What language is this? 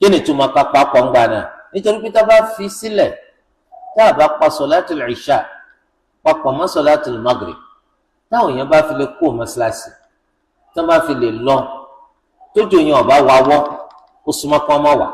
Yoruba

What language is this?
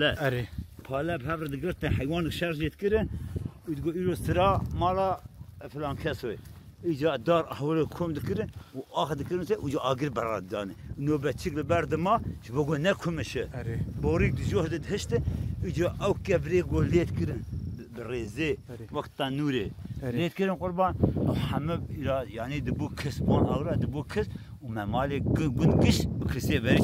Kurdish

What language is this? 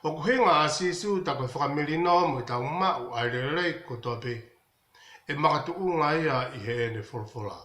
Tongan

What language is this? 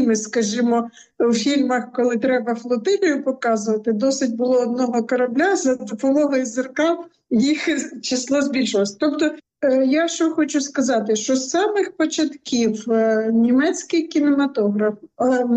Ukrainian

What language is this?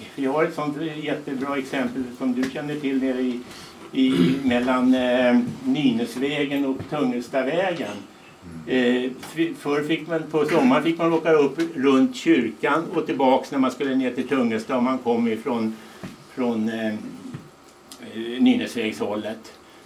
Swedish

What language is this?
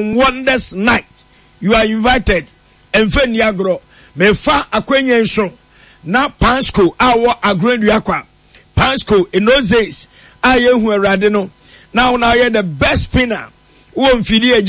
Akan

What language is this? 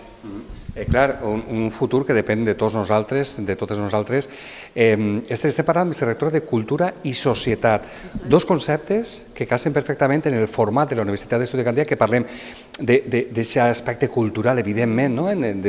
Catalan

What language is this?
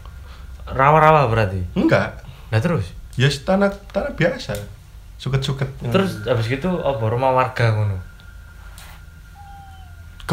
Indonesian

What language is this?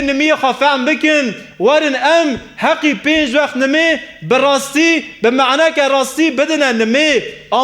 Kurdish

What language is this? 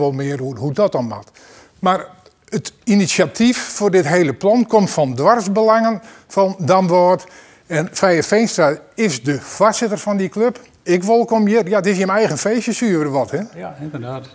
Western Frisian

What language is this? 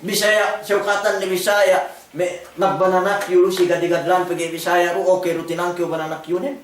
Yakan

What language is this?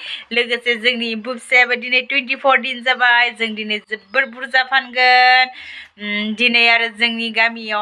Bodo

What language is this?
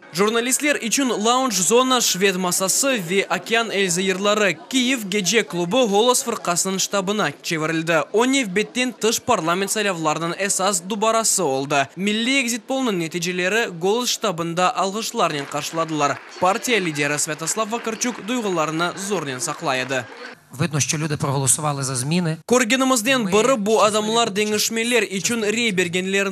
Crimean Tatar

